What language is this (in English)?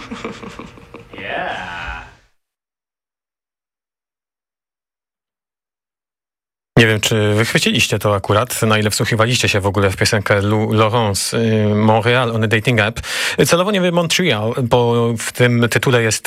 Polish